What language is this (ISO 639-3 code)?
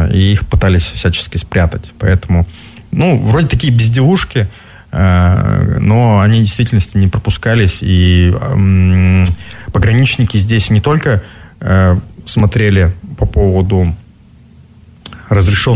rus